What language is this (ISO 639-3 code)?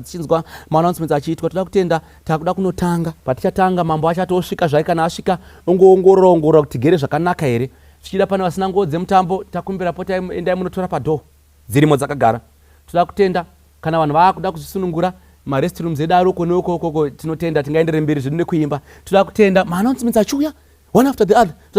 sna